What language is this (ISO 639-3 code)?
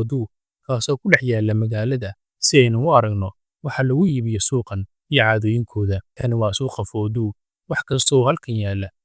som